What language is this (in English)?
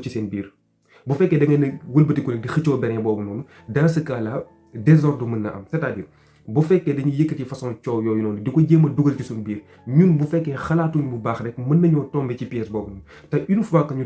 Wolof